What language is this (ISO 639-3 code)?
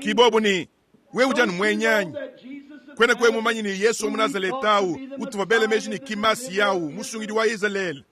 lua